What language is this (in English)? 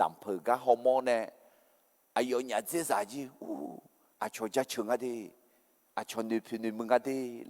Akha